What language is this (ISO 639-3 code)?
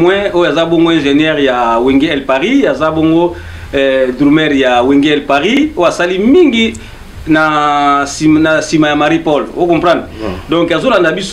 lin